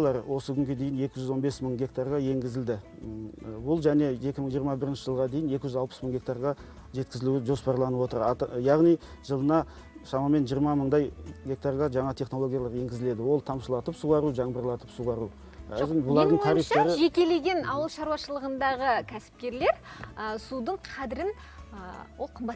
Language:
Kazakh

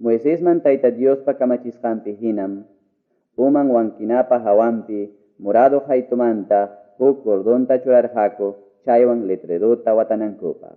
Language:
Ayacucho Quechua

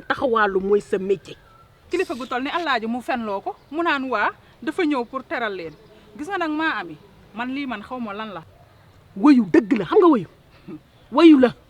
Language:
Wolof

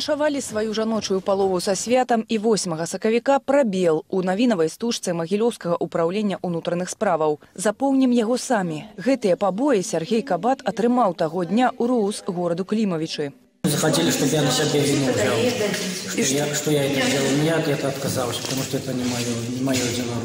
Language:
Belarusian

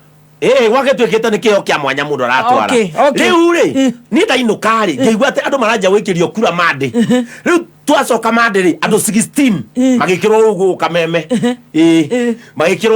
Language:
Kikuyu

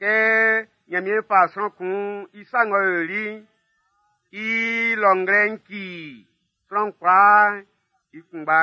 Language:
Baoulé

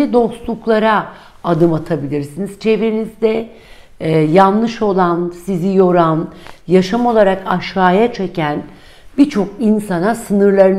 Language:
Turkish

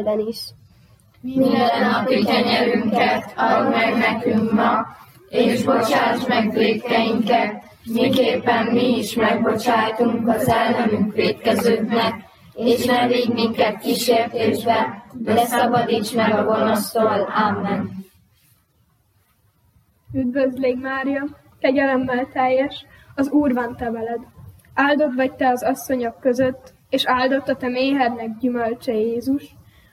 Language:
Hungarian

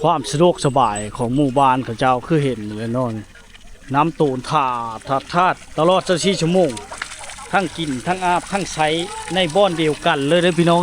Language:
Lao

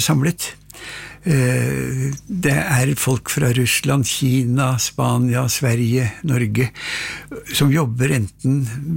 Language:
Norwegian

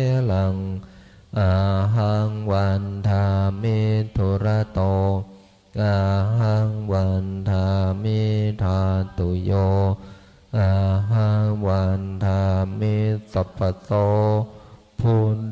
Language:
Pali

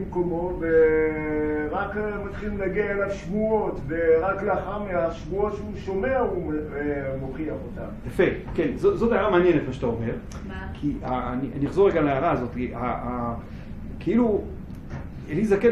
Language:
Hebrew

